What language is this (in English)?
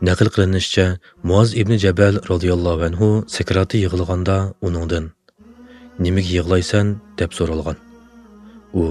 Uyghur